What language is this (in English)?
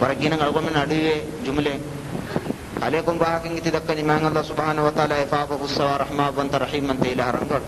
Divehi